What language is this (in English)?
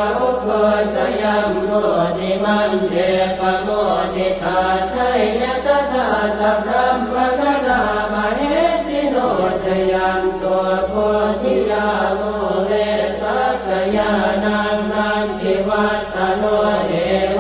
Pali